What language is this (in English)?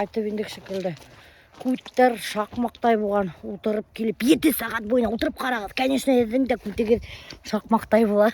Bashkir